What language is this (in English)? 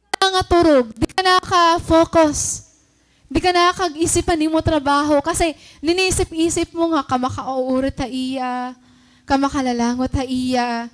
Waray